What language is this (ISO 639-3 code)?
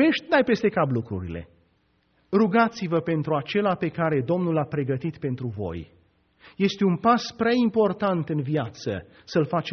ron